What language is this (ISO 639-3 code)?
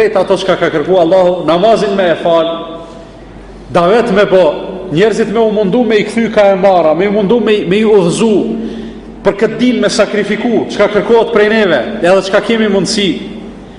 sqi